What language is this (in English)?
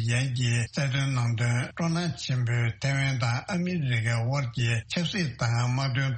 Tibetan